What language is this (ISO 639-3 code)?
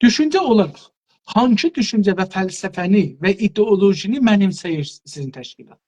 azb